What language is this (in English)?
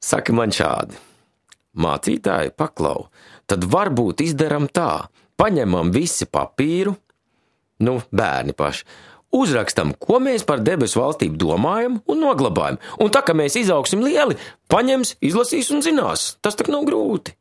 Latvian